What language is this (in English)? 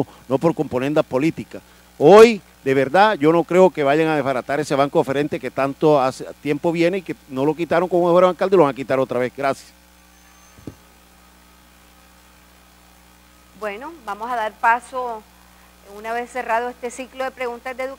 Spanish